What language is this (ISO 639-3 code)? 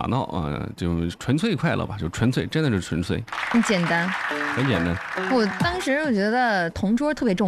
zho